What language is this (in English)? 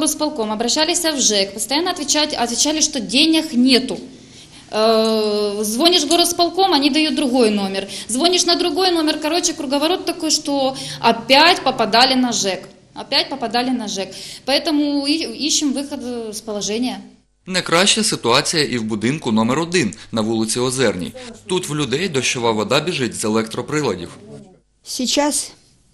Ukrainian